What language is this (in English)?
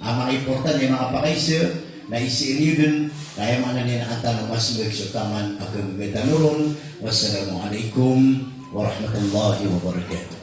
Maranao